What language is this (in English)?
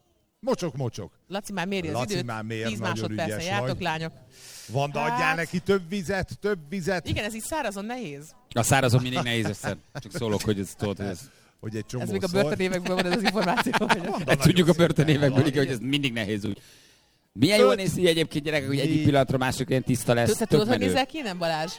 Hungarian